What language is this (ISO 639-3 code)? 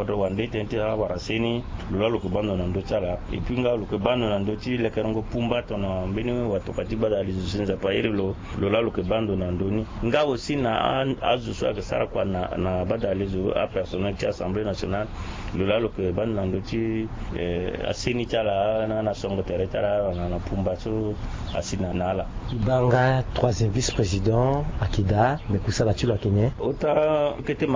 sag